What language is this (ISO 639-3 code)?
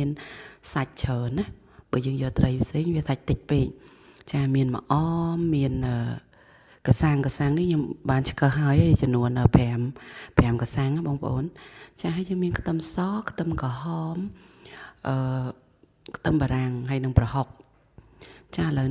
khm